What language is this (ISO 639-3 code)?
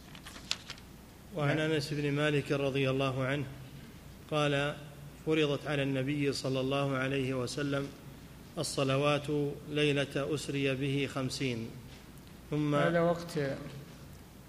ara